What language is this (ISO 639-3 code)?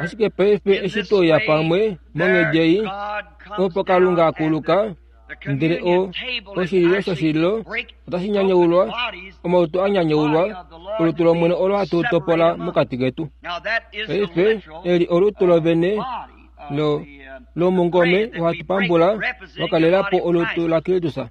kua